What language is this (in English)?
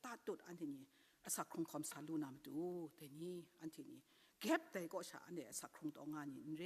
Kachin